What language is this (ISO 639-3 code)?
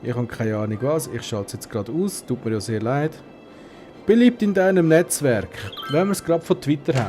gsw